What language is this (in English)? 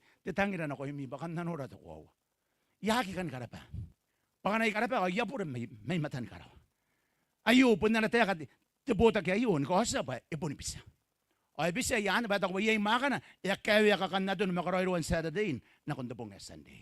Gilbertese